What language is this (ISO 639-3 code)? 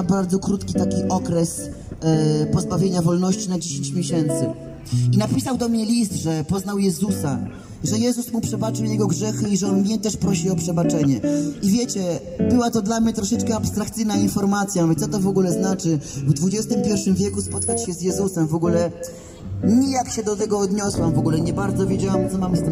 pol